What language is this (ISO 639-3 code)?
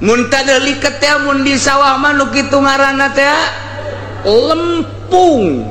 sun